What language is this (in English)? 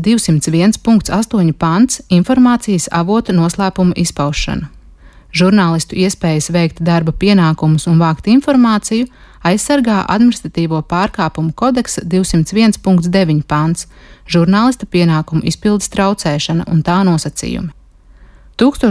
Latvian